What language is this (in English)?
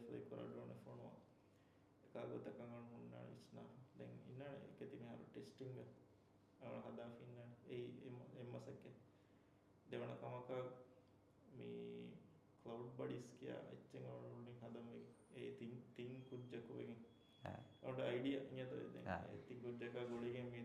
Divehi